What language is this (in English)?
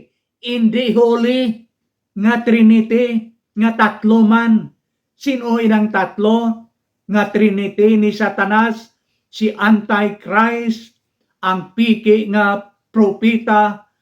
Hiligaynon